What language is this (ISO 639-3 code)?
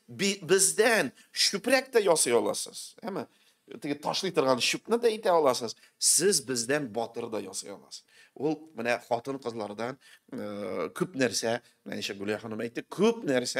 tat